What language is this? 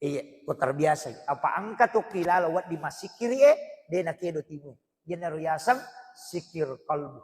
Buginese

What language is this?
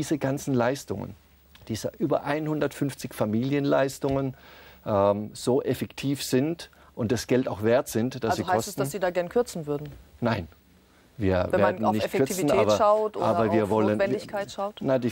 German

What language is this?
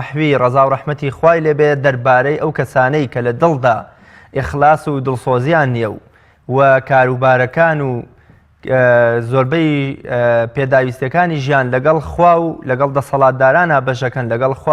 Central Kurdish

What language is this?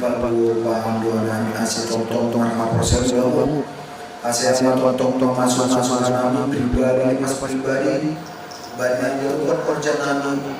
Batak Simalungun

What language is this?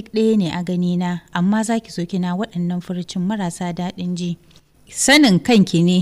Hausa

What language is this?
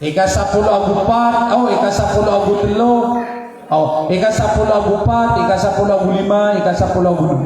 Maranao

